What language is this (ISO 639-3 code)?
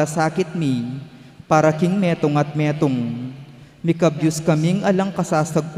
pam